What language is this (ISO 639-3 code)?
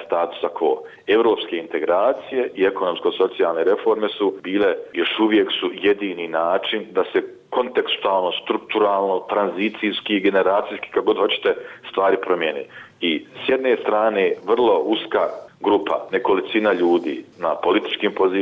bos